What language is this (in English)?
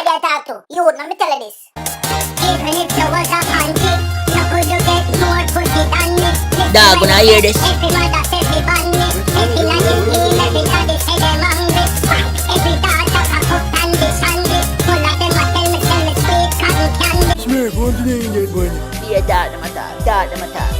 Jamaican Creole English